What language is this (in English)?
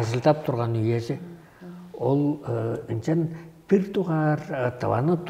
Tuvinian